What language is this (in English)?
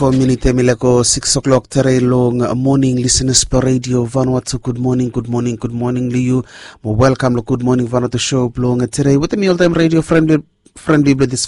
Bislama